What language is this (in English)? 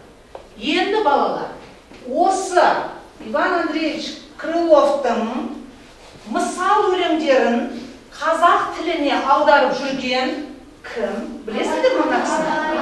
Kazakh